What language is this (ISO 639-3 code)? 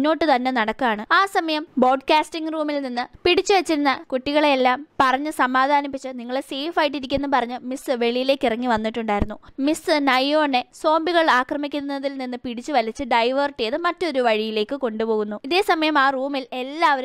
mal